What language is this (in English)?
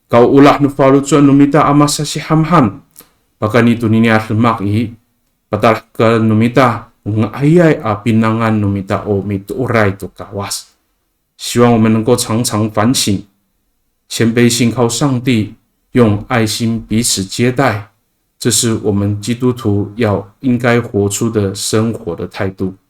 Amis